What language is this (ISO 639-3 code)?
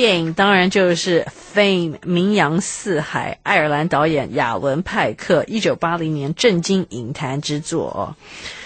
zho